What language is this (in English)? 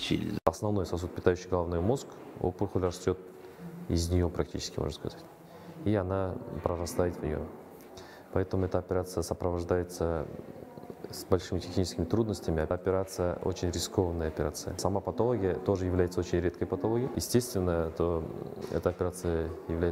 Russian